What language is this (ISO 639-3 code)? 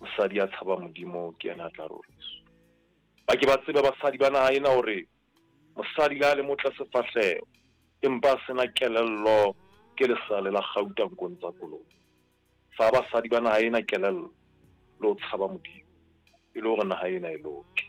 sot